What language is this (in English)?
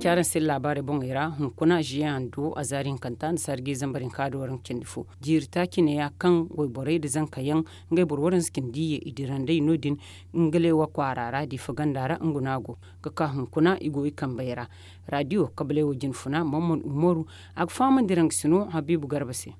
Zarma